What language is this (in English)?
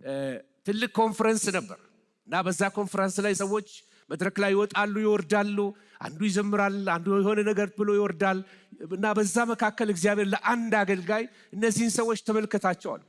Amharic